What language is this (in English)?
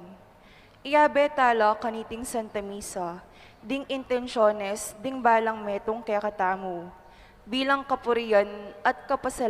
Pampanga